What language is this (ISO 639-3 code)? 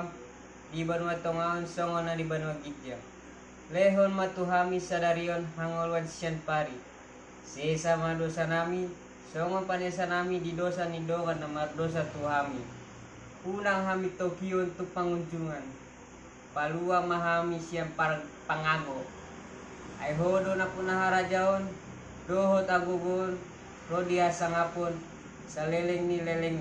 bbc